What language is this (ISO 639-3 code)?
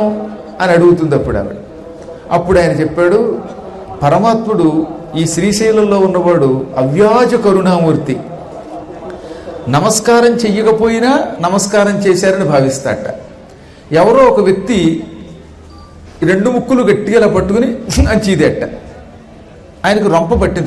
tel